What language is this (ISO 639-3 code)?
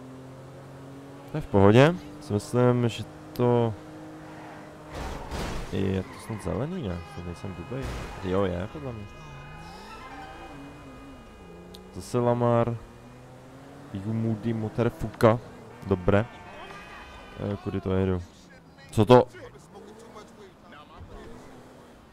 ces